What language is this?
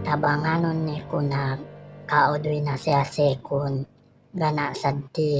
Yakan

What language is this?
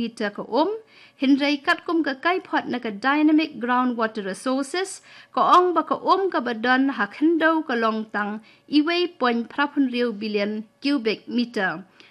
Khasi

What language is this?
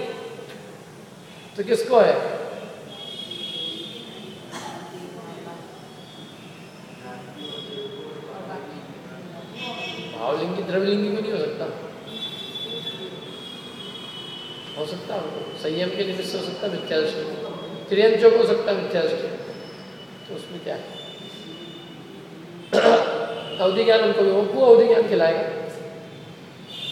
Hindi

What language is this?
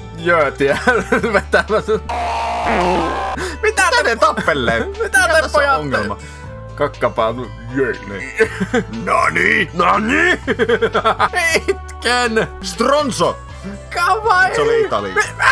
Finnish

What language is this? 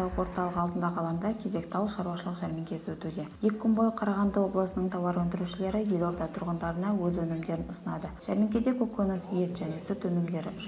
Kazakh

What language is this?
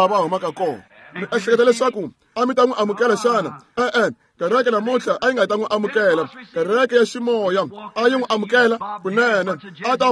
Tsonga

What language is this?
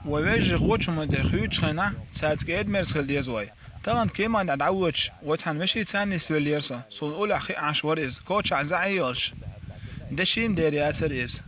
Chechen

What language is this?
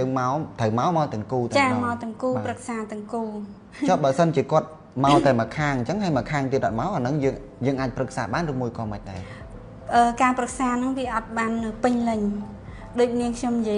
Khmer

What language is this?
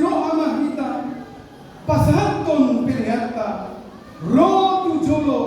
Batak Toba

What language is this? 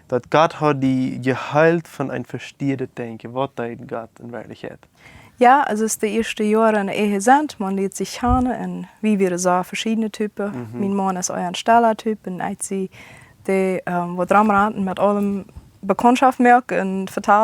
Plautdietsch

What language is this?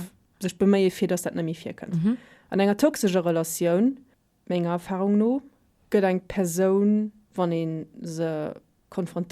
Luxembourgish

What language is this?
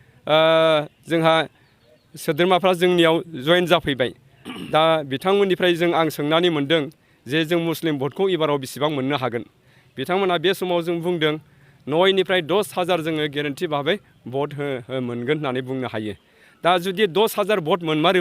Bodo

